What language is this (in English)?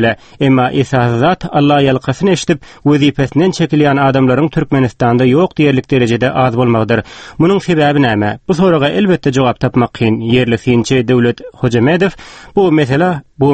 Turkmen